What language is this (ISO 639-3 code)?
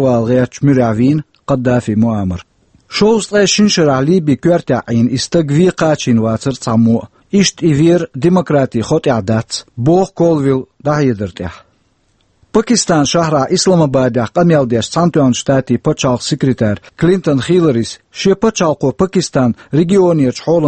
che